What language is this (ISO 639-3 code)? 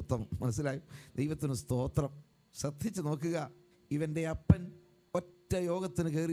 mal